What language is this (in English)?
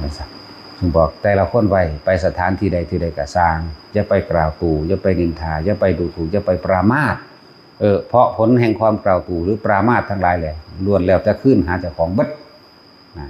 Northeastern Thai